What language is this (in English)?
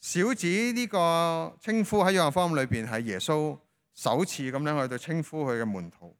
Cantonese